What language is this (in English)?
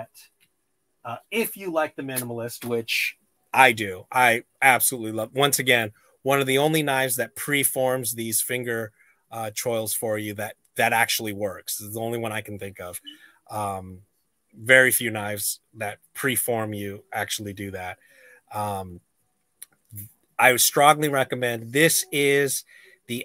English